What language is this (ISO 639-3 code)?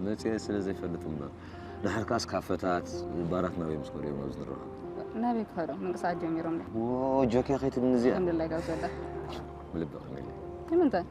tir